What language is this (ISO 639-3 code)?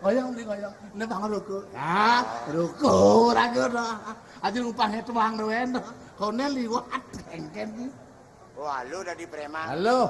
ban